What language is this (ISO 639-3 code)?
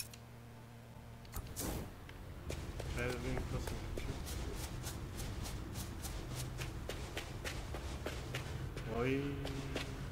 bul